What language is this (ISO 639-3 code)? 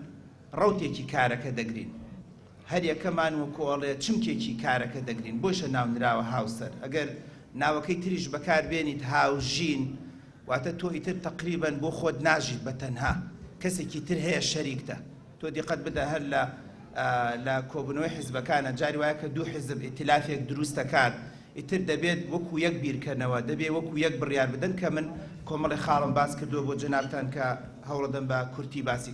ckb